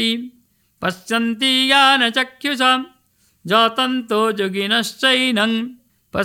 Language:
Sanskrit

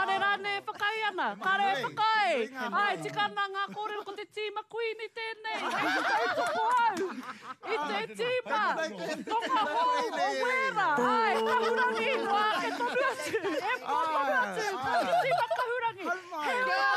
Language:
Māori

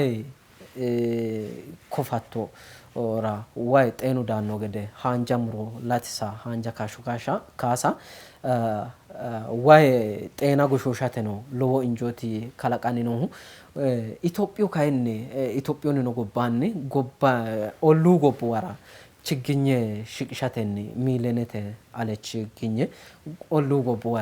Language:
Sidamo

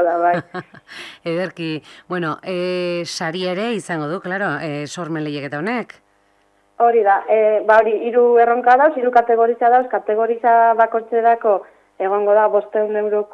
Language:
Basque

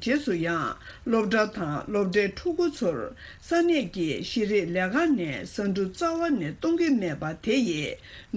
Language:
Tibetan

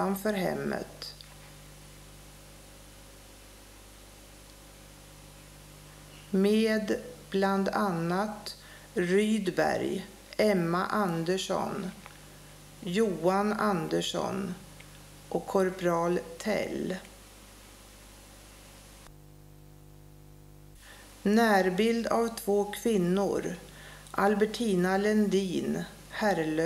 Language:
Swedish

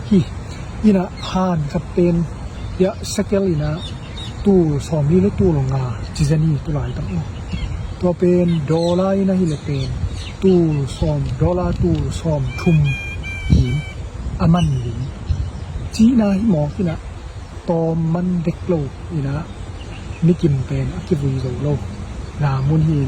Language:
Tedim Chin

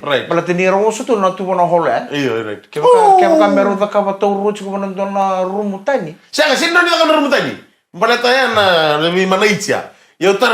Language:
Fijian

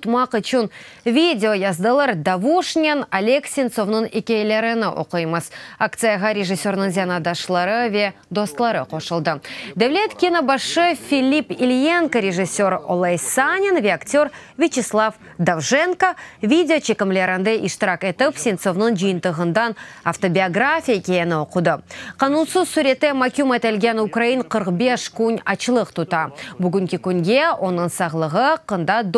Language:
Crimean Tatar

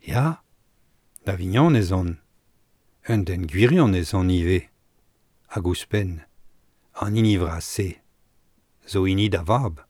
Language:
Breton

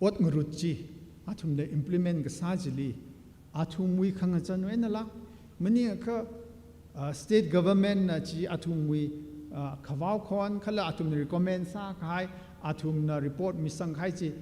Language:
Tangkhul Naga (India)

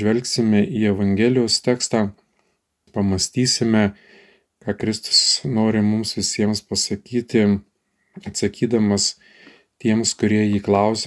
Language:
Lithuanian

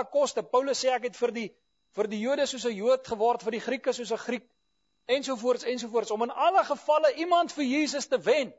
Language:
Afrikaans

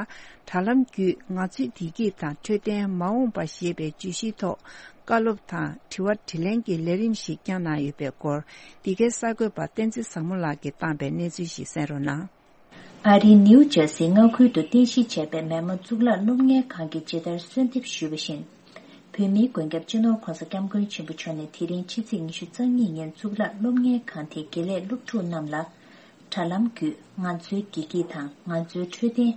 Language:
Tibetan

